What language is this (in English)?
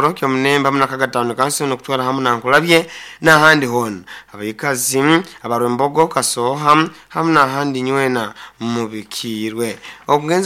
Nyoro